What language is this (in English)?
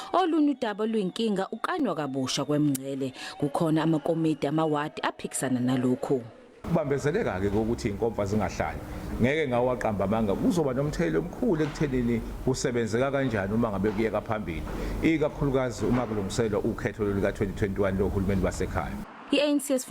Zulu